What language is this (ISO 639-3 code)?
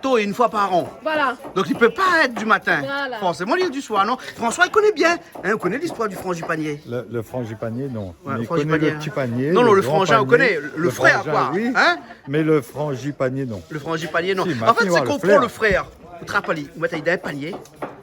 rcf